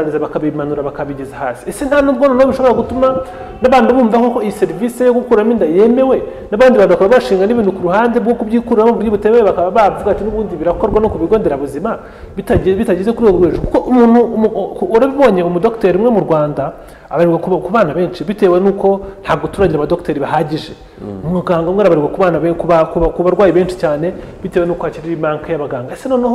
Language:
Kinyarwanda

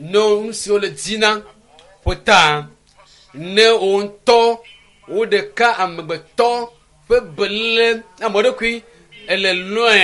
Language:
Ewe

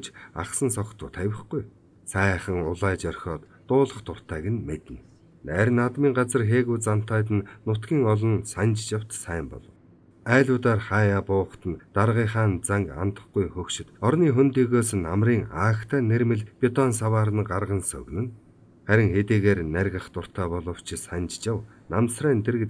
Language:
Mongolian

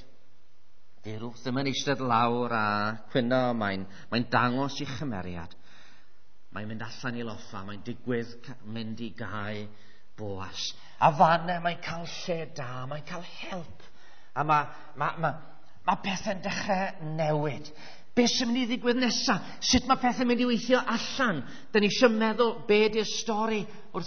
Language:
Welsh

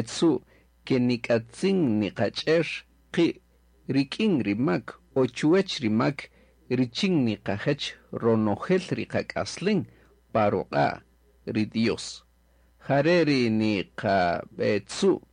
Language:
Kaqchikel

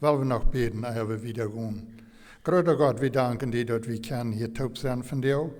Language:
Plautdietsch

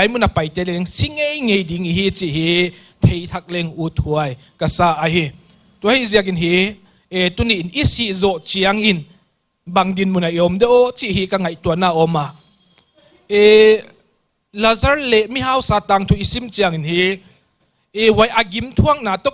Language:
Paite Chin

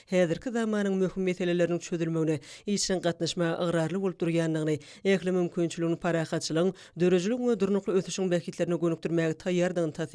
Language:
Turkmen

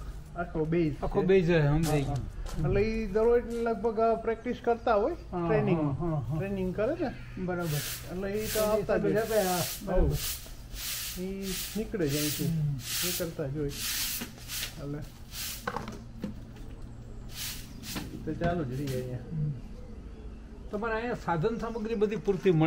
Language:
Gujarati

